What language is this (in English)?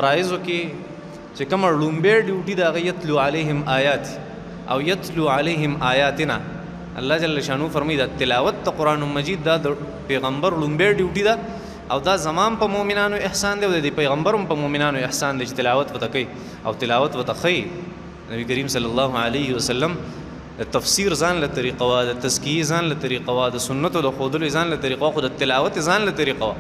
Pashto